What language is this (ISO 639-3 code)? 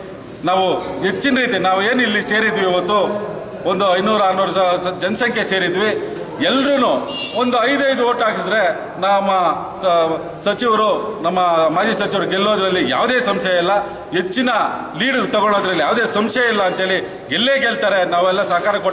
kan